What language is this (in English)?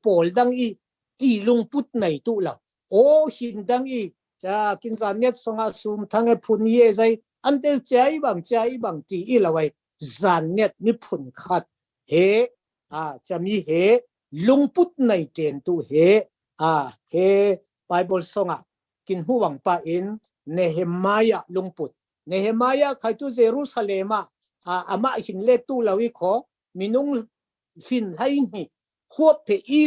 Falam Chin